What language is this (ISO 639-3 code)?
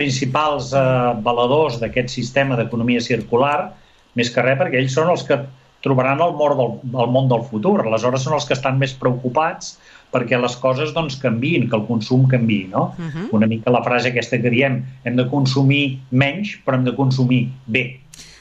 cat